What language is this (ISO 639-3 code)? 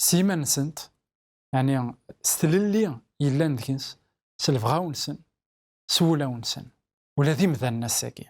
kab